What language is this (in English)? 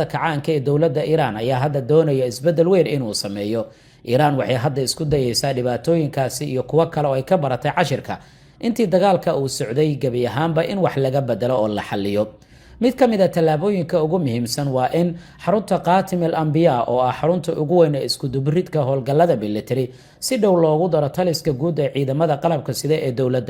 Somali